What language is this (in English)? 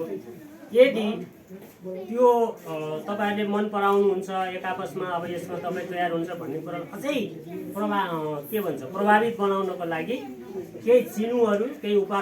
Nepali